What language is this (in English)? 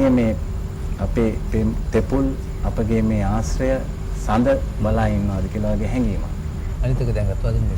Sinhala